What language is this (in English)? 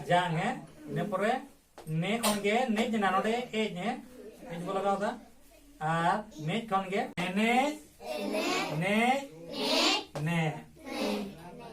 Santali